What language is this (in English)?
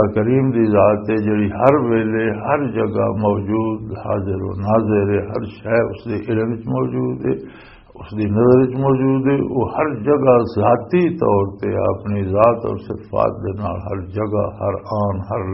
Western Panjabi